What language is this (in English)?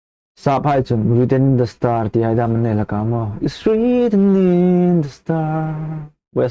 Hmar